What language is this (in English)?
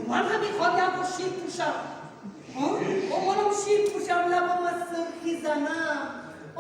Tajik